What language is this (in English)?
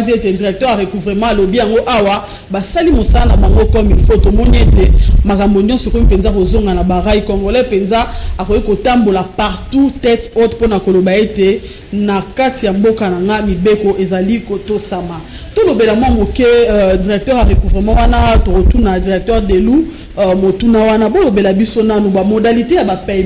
Lingala